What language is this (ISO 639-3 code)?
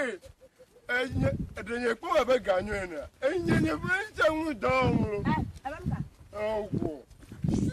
ewe